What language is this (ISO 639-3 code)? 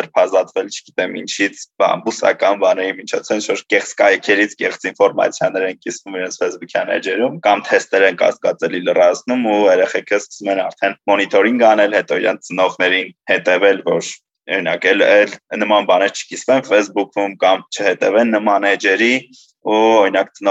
hye